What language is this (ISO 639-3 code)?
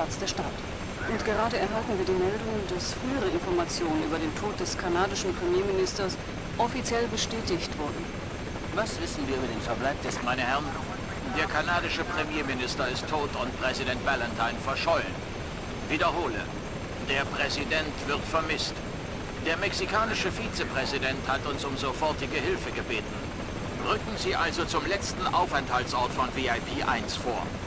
bar